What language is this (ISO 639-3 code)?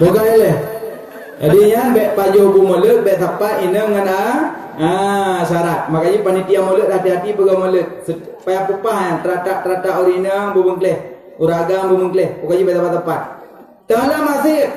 ace